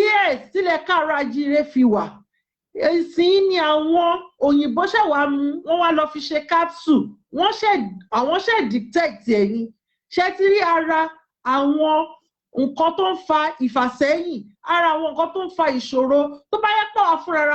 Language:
Yoruba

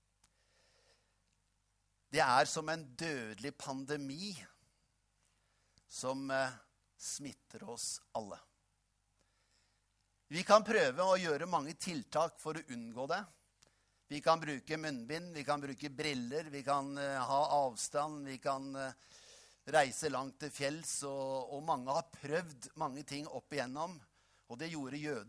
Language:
Norwegian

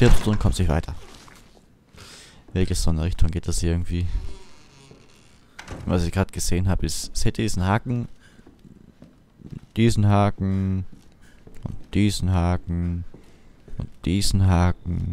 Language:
German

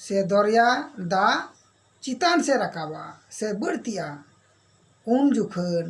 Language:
Santali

